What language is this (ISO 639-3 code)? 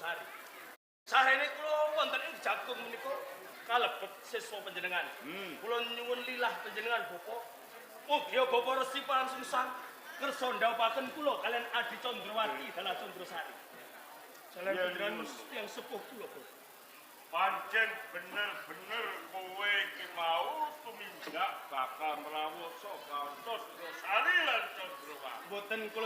jav